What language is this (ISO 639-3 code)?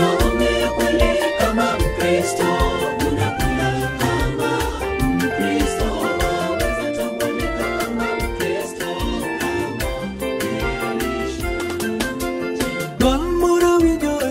swa